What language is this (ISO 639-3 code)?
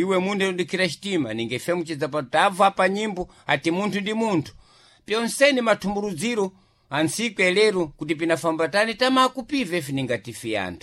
seh